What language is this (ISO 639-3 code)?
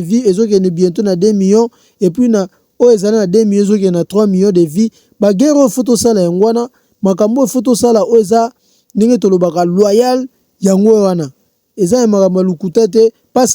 lin